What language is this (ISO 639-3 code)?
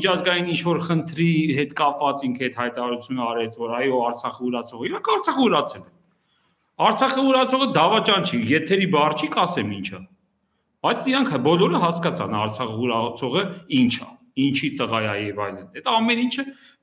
hye